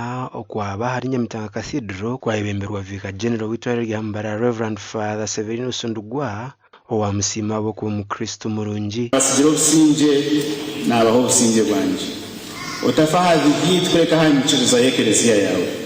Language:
Nyankole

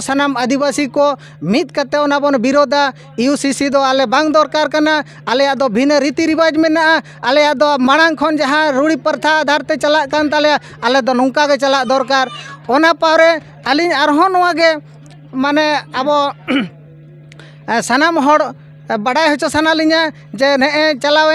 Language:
Santali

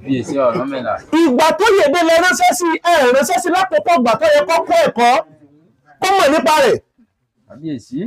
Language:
Yoruba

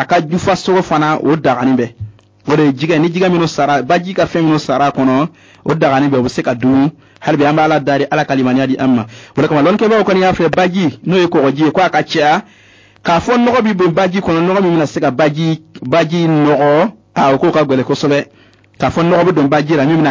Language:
Bambara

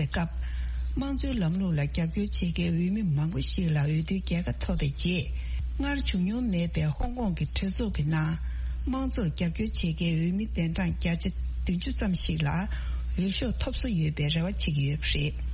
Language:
Tibetan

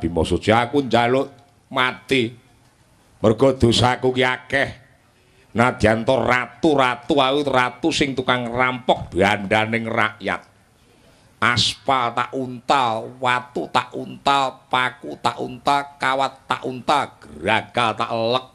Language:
Javanese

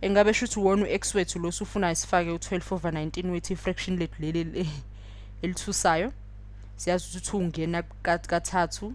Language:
Zulu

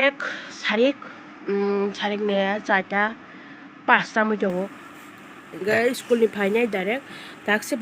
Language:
Kok Borok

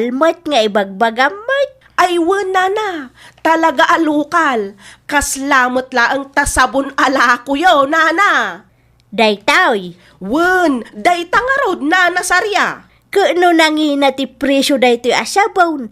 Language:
Iloko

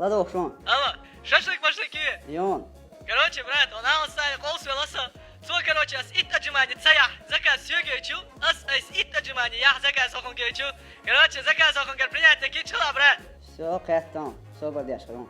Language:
Chechen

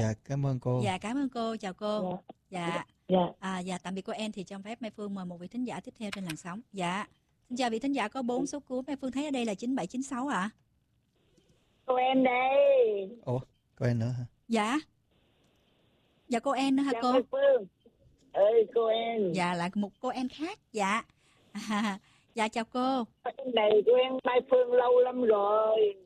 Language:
Vietnamese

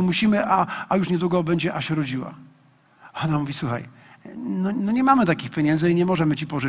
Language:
Polish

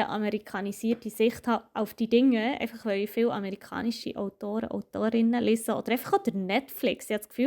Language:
Swiss German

